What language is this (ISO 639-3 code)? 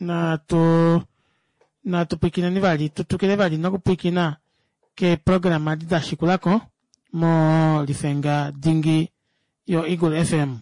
kua